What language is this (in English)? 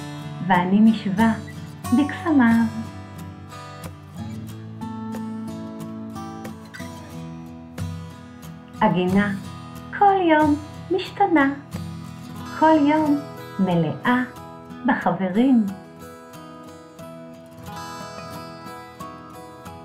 Hebrew